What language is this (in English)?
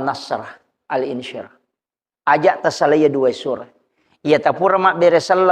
Buginese